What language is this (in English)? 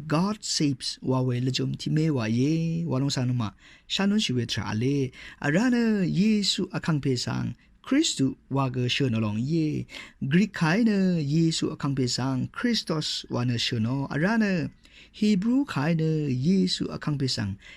Rawang